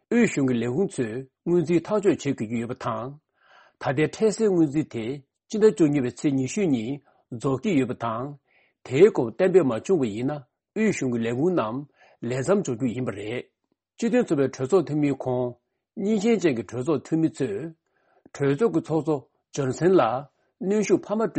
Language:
Tibetan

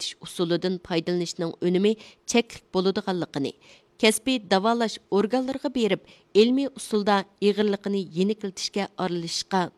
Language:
Uyghur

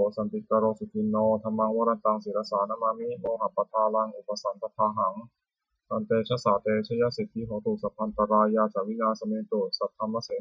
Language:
Pali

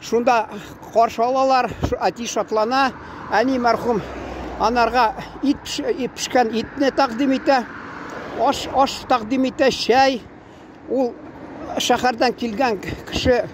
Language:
Tatar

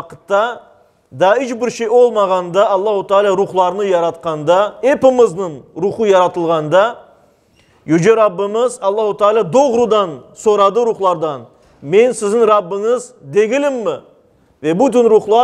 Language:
Crimean Tatar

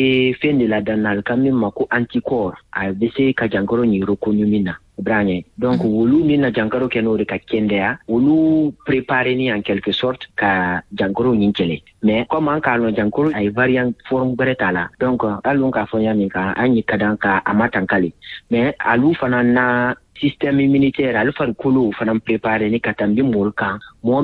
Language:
Bambara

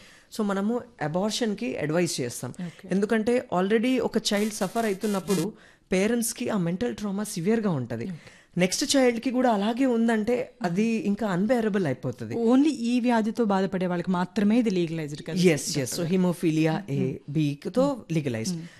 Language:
Telugu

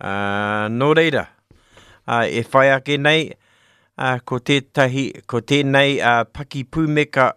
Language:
Māori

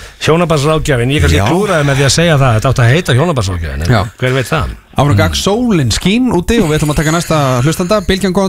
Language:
Icelandic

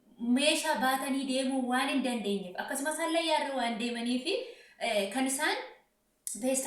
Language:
Oromo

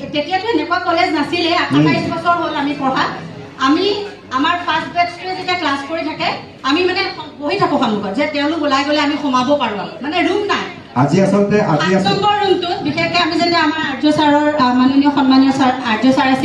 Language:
Assamese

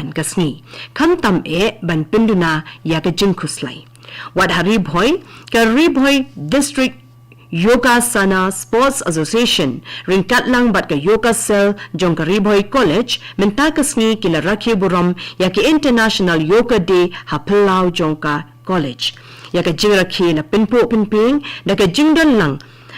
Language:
Khasi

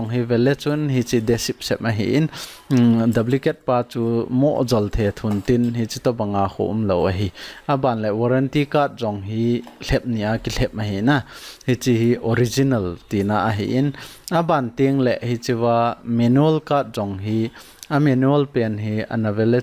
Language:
Thado Chin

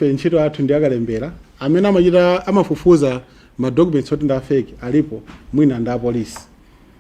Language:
Nyanja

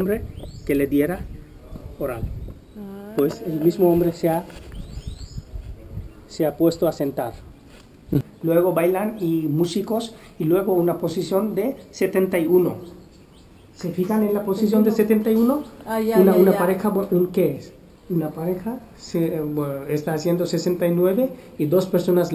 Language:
Spanish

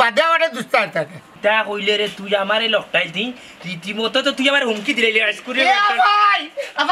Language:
Sylheti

